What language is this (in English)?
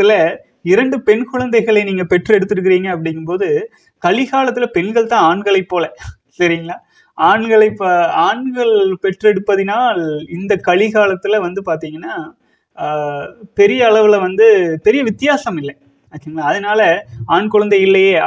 Tamil